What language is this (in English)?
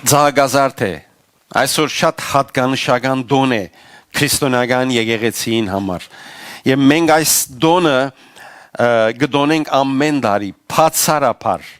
Western Armenian